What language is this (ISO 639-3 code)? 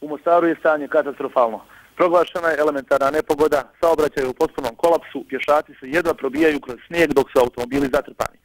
bos